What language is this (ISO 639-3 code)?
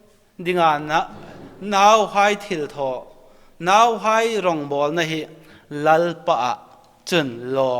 hmr